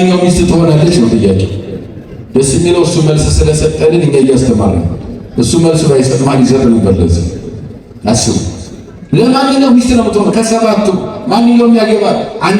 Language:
Amharic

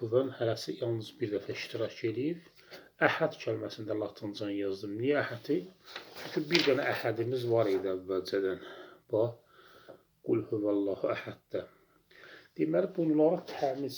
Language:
Azerbaijani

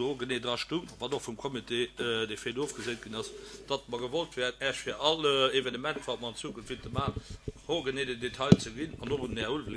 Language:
Luxembourgish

